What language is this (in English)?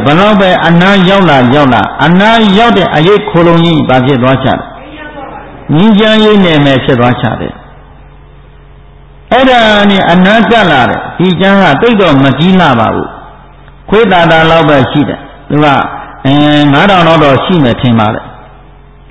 Burmese